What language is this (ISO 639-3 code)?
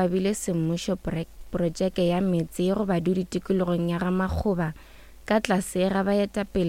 nso